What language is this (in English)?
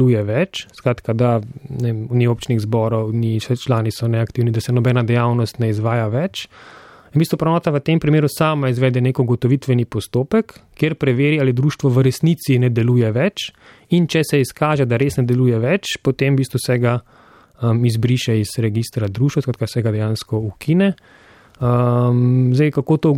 Slovenian